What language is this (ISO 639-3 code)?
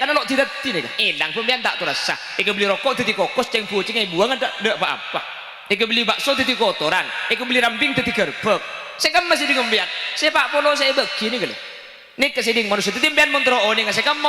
mad